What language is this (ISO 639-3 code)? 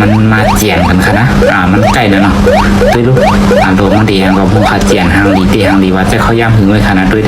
shn